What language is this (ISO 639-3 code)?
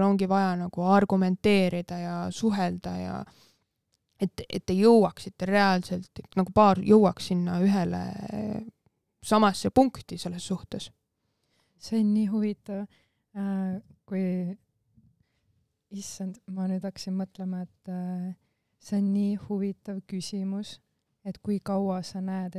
est